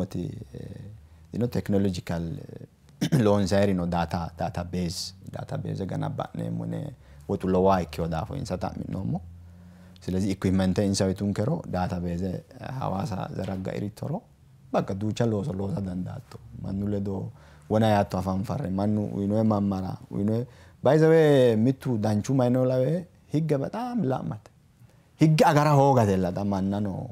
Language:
Sidamo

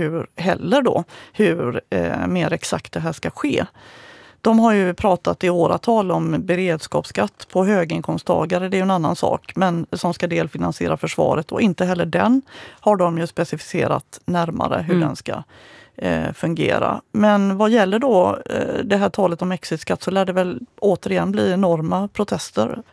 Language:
Swedish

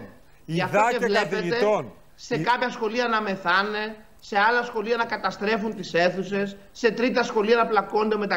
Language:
Greek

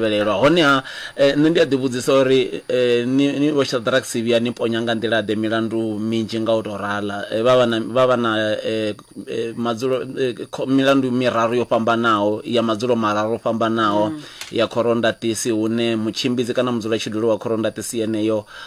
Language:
Venda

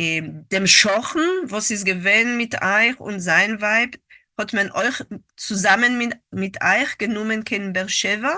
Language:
Yiddish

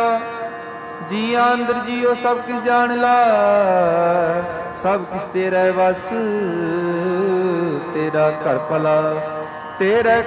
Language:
Punjabi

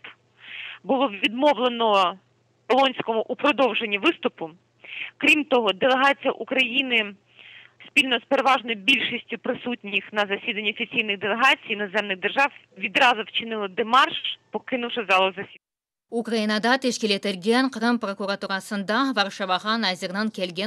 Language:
Crimean Tatar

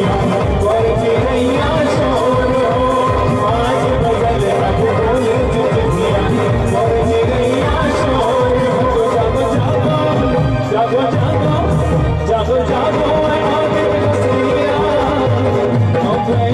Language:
Bhojpuri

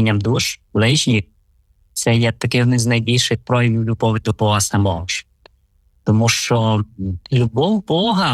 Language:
Ukrainian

